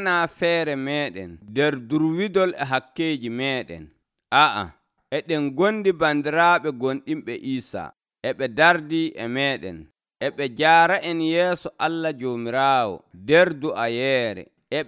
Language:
Nigerian Fulfulde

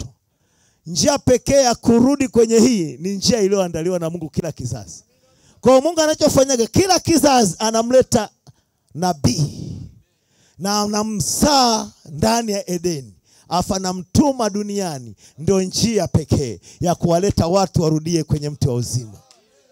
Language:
Swahili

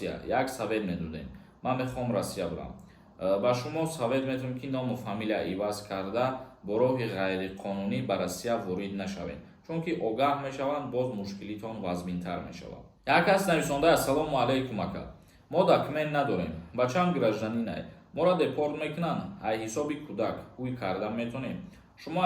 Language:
Tajik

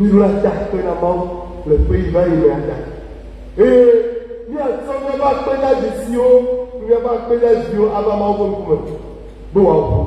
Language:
Ewe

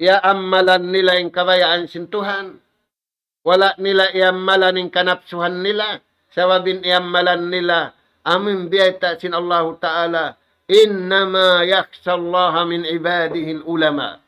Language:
Tausug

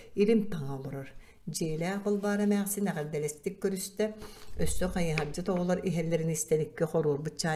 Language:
Yakut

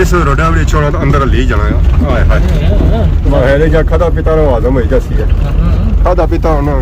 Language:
Pahari-Potwari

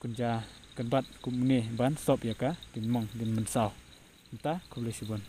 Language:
Khasi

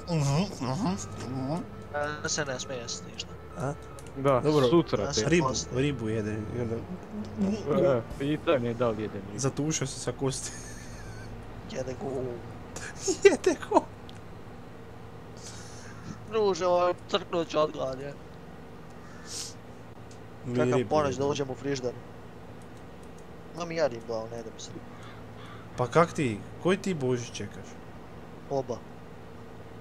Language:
Croatian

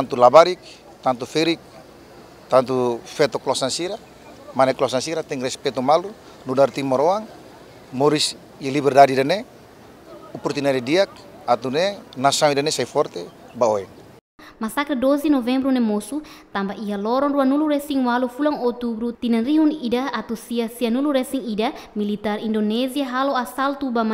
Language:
Tetum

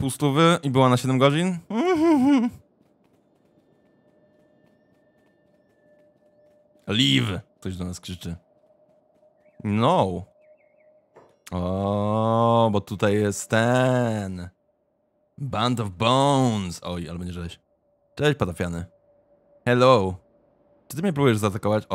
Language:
Polish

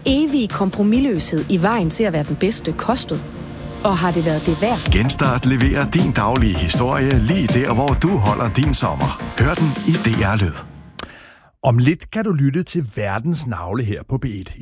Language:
Danish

